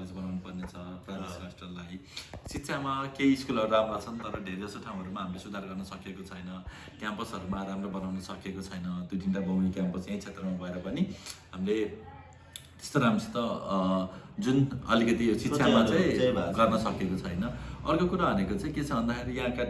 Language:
Nepali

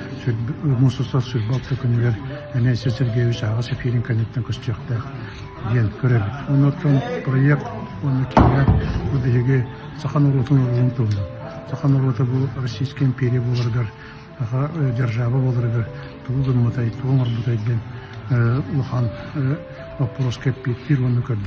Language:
Yakut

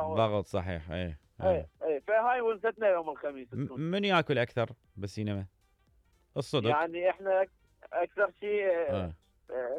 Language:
Mesopotamian Arabic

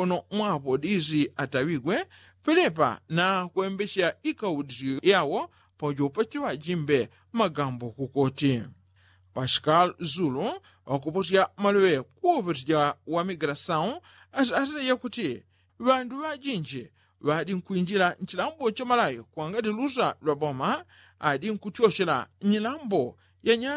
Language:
Yao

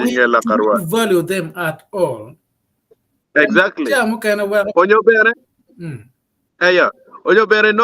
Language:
Acoli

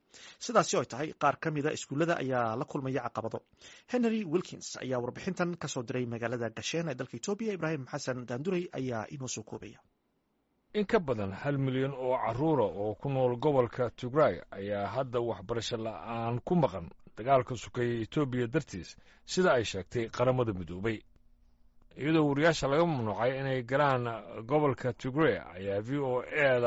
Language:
Somali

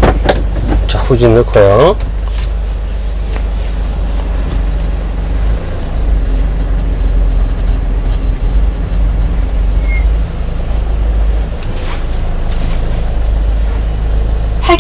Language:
Korean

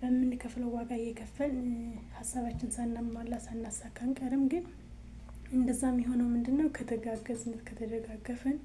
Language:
Amharic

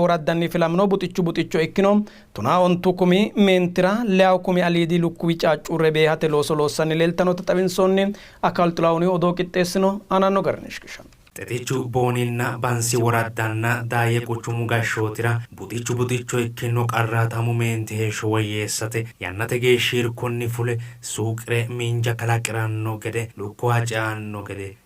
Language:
Sidamo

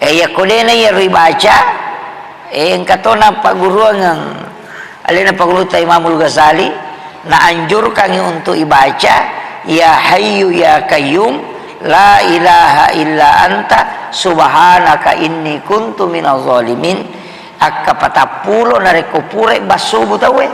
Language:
Buginese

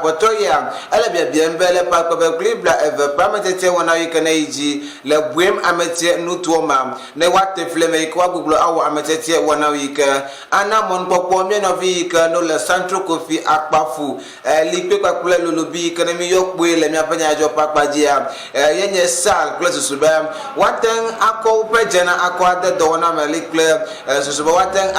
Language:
Ewe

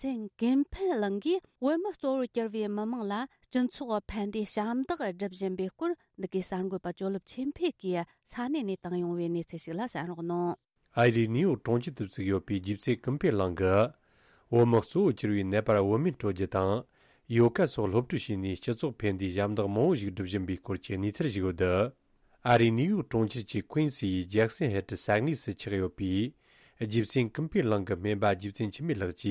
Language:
Tibetan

